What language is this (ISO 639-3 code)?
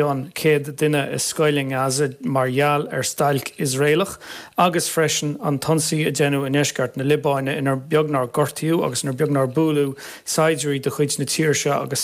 gle